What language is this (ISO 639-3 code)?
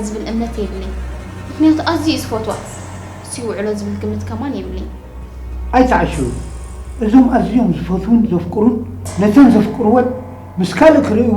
tir